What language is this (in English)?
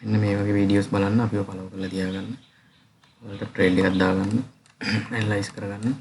Sinhala